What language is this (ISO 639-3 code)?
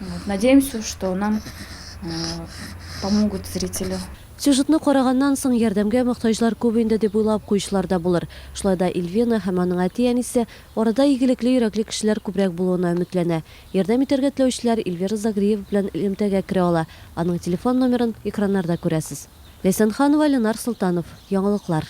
tat